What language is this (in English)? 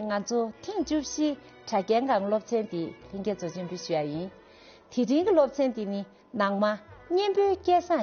Tibetan